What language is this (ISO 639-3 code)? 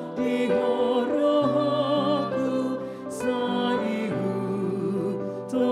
bbc